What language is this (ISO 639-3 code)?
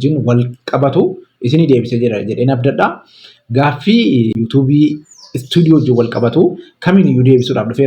orm